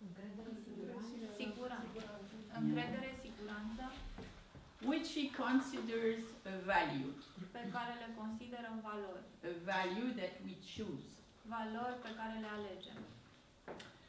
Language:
Romanian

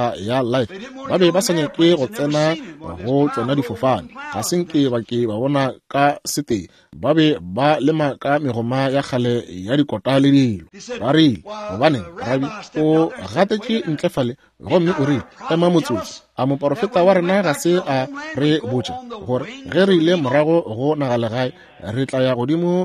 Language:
Northern Sotho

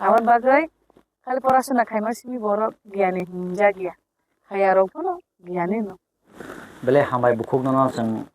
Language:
Kok Borok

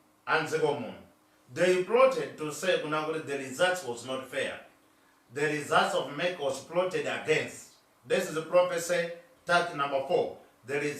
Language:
Nyanja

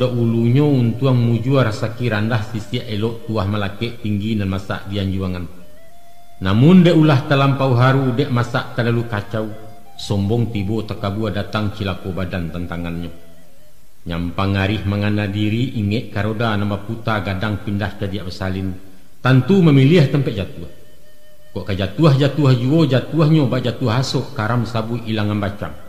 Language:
Minangkabau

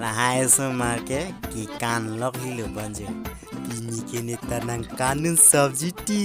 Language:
Karbi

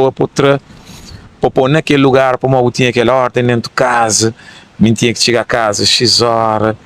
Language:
Kabuverdianu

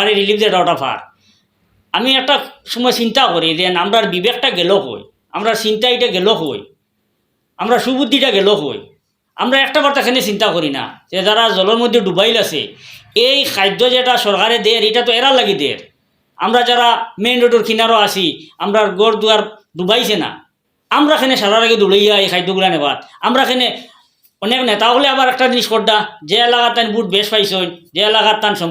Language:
Sylheti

